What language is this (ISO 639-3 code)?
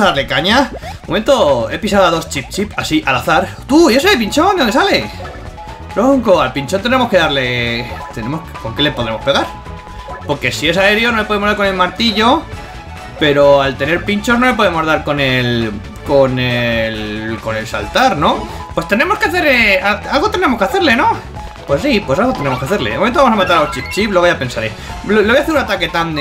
spa